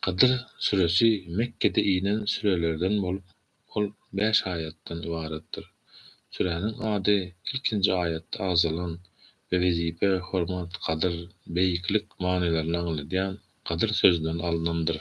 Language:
Turkmen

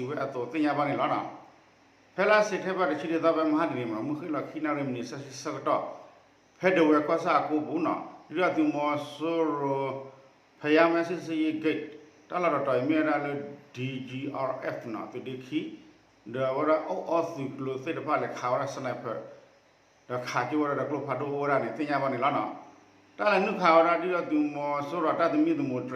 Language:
S'gaw Karen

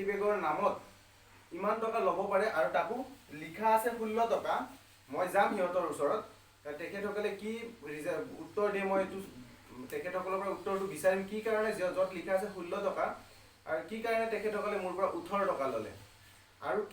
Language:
Assamese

